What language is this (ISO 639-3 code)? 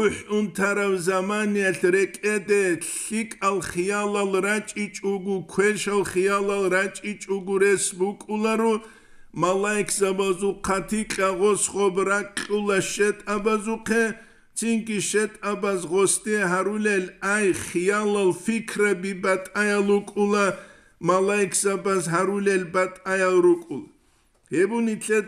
ava